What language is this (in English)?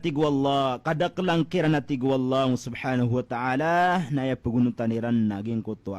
Maranao